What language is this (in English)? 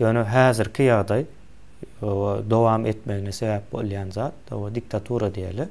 Turkmen